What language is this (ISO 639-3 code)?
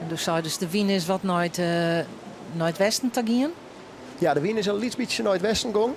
fry